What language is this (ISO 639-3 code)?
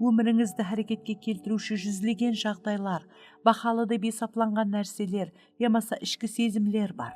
kaa